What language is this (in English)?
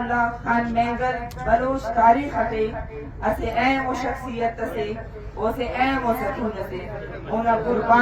Brahui